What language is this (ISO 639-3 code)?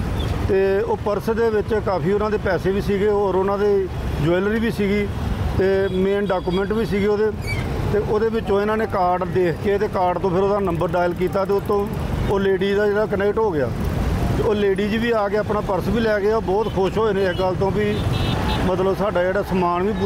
pan